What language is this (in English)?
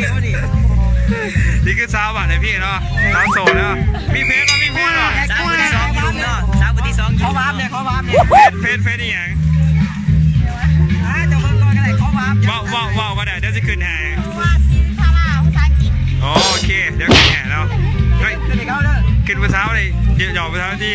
Lao